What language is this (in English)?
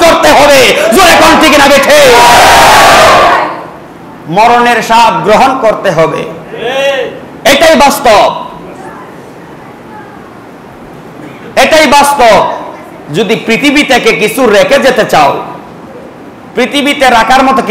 Bangla